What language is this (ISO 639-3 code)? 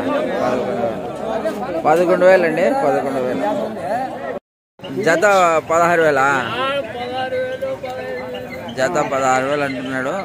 tel